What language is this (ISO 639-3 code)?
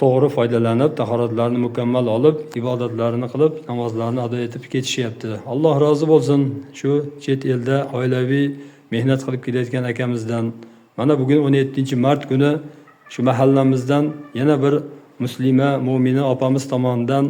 uzb